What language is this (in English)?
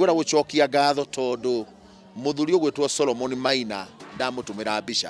Kikuyu